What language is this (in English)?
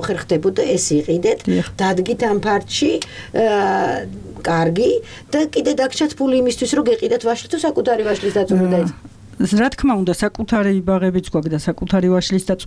Georgian